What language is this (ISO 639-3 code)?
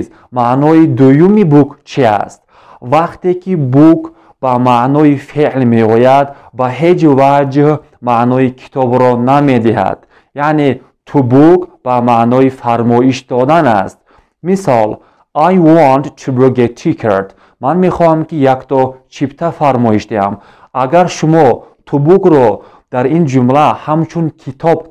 tgk